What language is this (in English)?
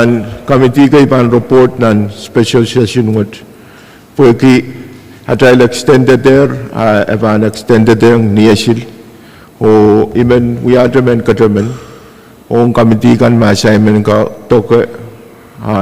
Pohnpeian